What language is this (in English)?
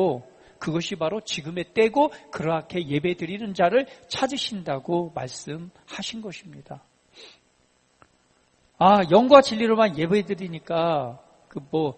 Korean